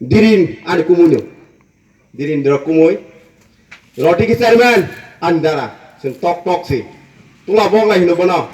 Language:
Kok Borok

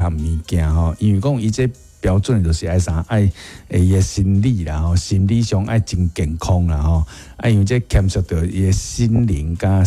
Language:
Min Nan Chinese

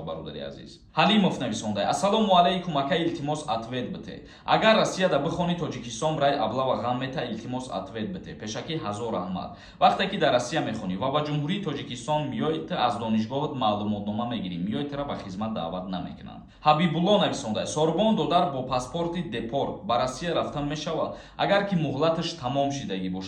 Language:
Tajik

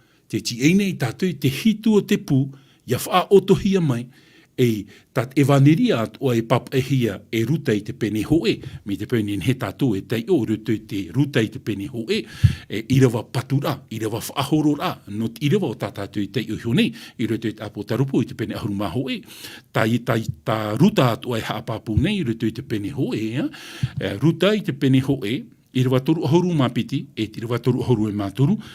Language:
Tahitian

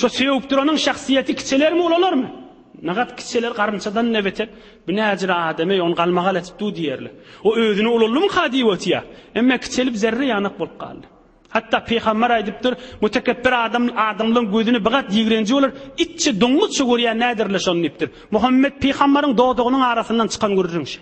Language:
Turkmen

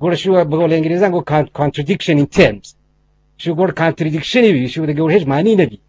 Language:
Eastern Balochi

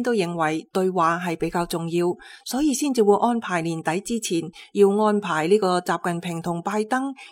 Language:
Cantonese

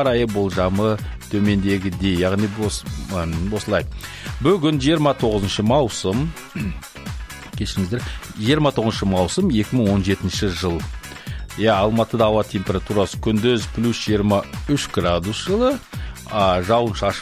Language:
Kazakh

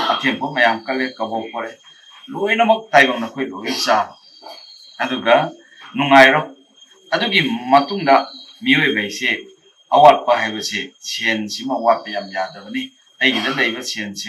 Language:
Manipuri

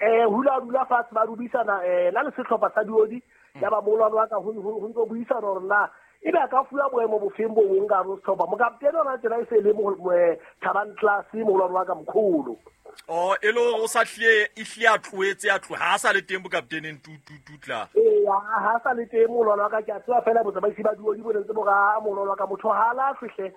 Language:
Southern Sotho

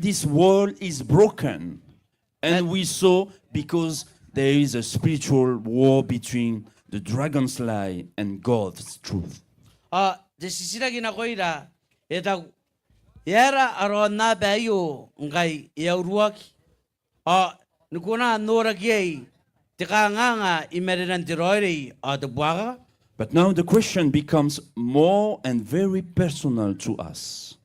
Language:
Gilbertese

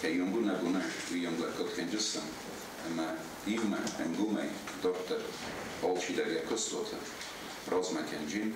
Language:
Ossetic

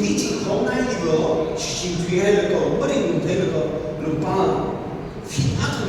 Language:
Tangkhul Naga (India)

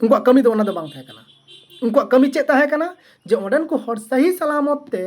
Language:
Santali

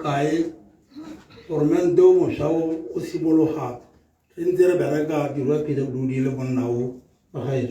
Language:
Tswana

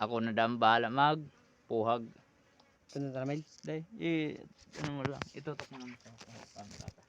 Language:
Bikol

